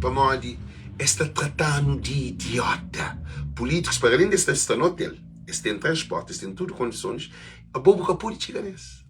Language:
Kabuverdianu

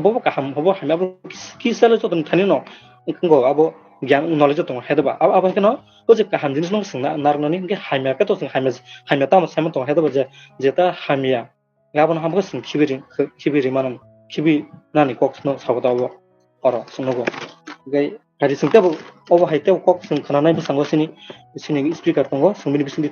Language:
Kok Borok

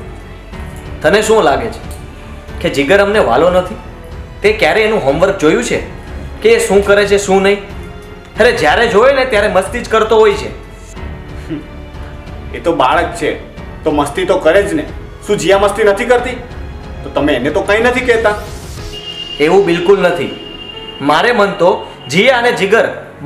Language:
Gujarati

